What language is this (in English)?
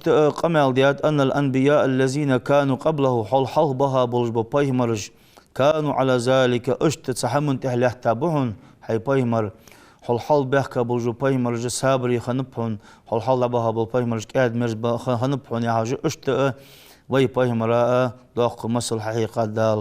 Ingush